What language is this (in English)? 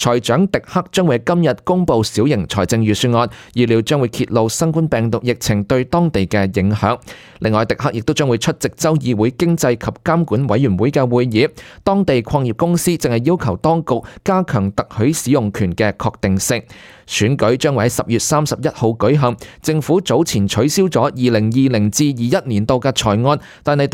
Cantonese